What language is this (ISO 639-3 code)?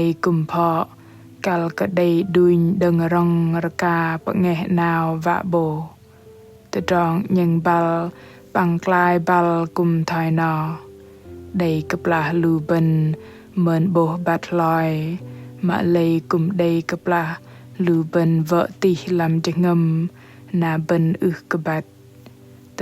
bdq